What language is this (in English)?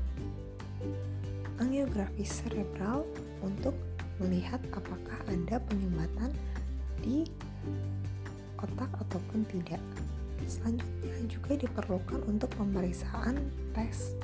Indonesian